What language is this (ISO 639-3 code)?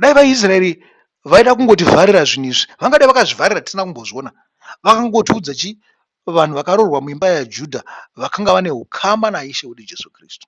sna